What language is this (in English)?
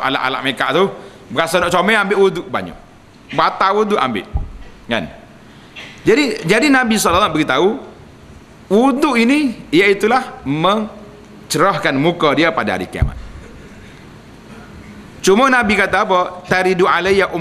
Malay